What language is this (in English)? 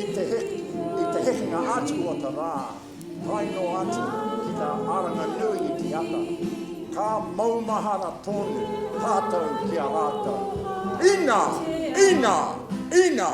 Māori